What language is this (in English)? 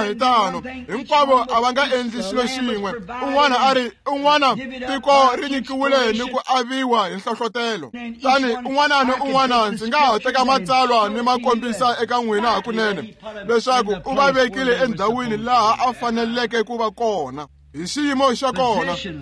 Tsonga